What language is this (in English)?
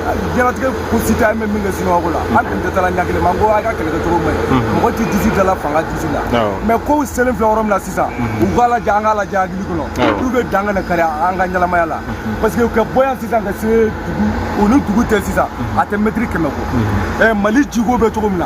Bambara